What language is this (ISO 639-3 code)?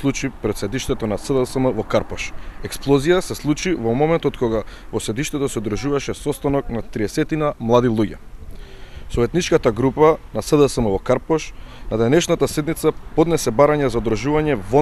mkd